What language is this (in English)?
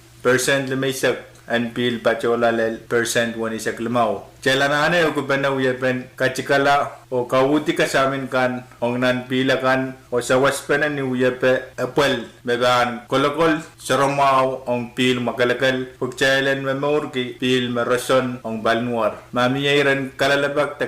Pohnpeian